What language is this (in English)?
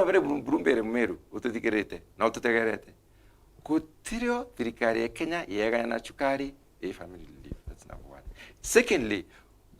Meru